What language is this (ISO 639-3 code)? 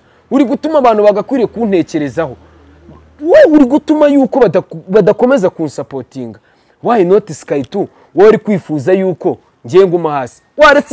kin